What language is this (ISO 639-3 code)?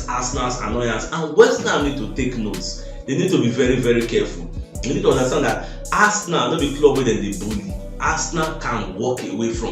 pcm